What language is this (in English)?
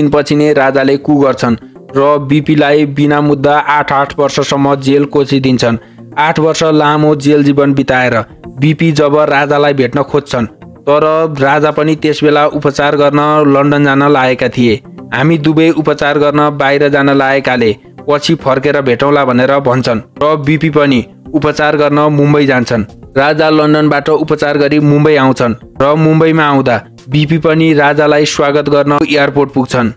Nepali